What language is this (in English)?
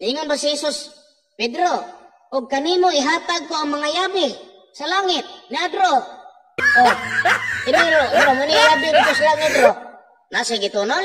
Cebuano